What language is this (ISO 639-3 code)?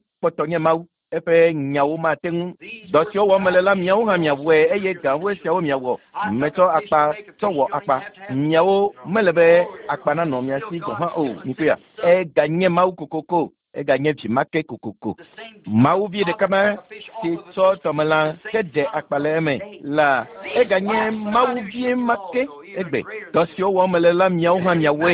ewe